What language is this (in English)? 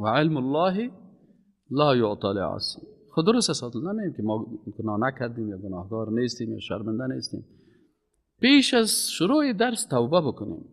Persian